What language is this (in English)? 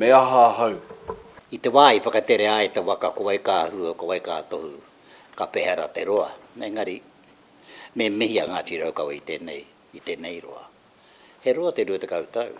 Māori